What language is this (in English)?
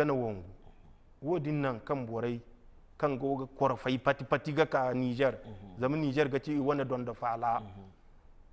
Zarma